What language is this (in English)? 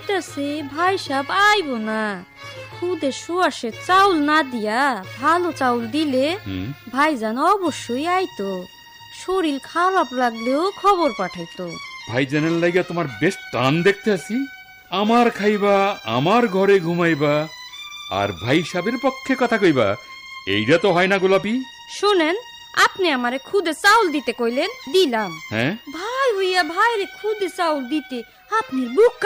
Bangla